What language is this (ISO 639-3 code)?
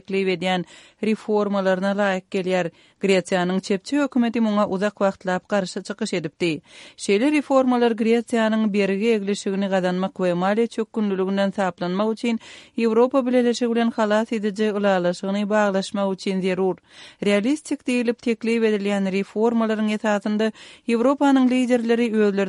kir